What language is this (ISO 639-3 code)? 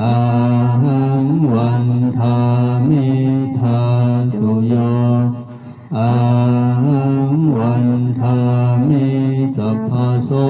pli